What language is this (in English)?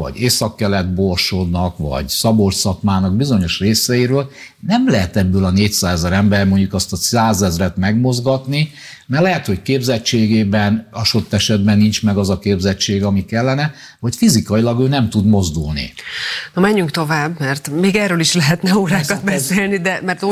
Hungarian